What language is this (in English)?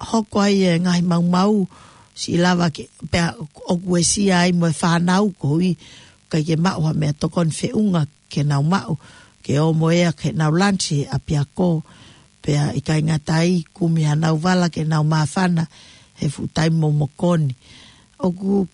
Tongan